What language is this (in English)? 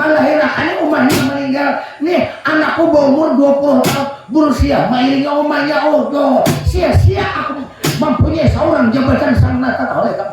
Banjar